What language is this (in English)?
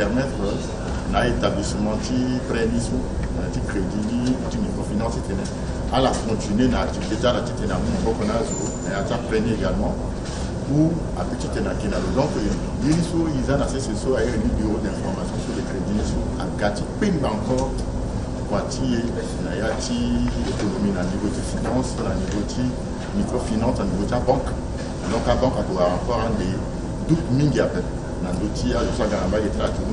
Sango